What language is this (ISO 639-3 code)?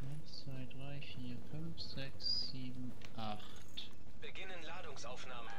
gsw